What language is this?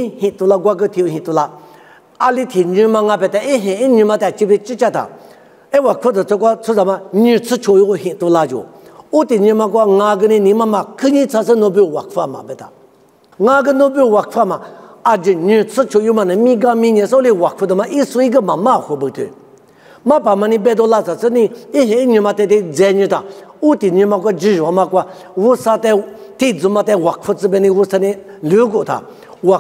Lisu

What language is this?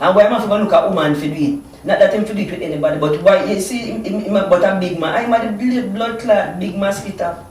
Jamaican Creole English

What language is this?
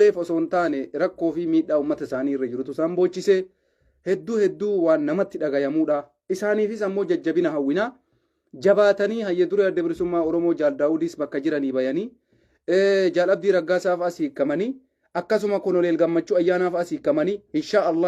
Oromo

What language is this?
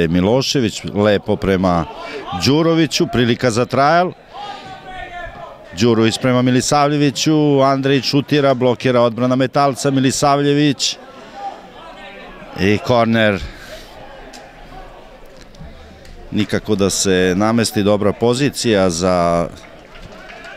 Serbian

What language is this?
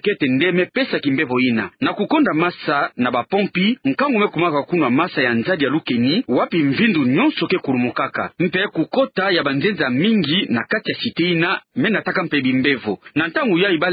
Kituba (Democratic Republic of Congo)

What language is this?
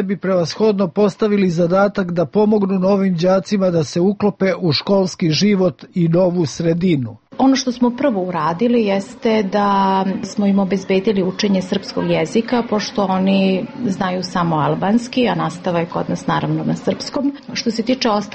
Serbian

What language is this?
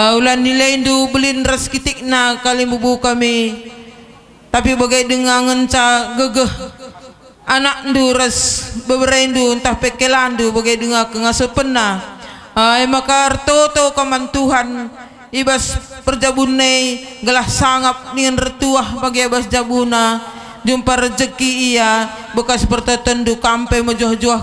Batak Karo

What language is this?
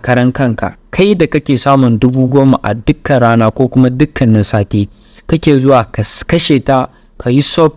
Hausa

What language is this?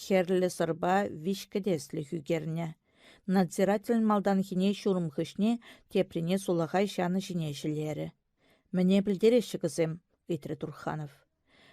Chuvash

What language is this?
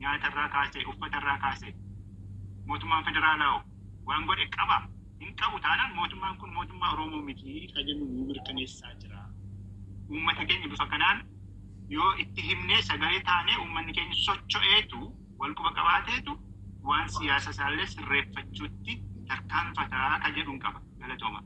Oromo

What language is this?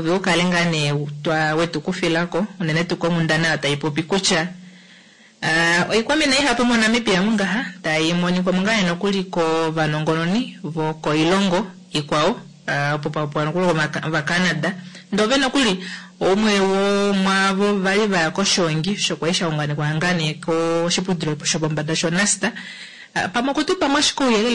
Kuanyama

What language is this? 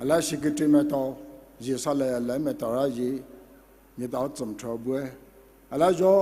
Poumei Naga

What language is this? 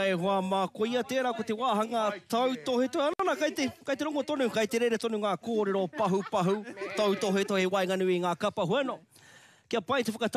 Māori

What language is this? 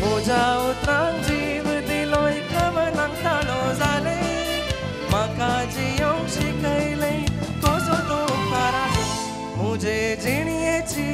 Konkani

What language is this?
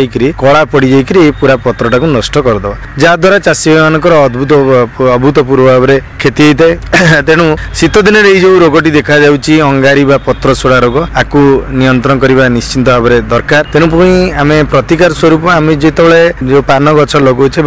Odia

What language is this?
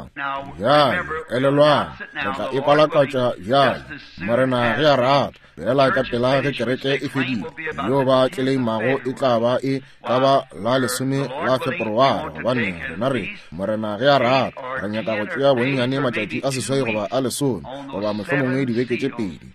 Northern Sotho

